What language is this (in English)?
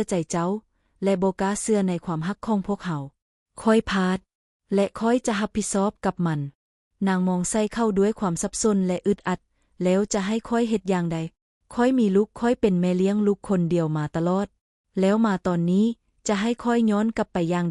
Lao